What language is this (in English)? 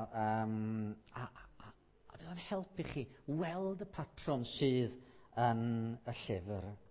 Welsh